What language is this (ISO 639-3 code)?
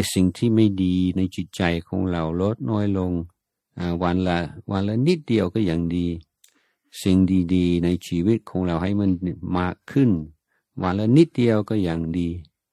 tha